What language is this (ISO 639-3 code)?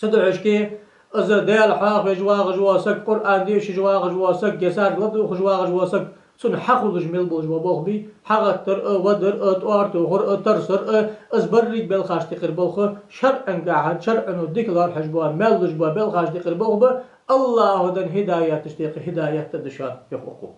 inh